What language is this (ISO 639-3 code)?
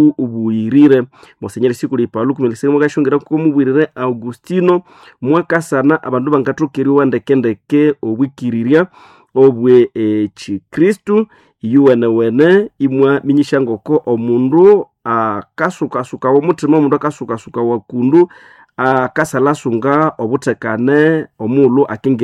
nnb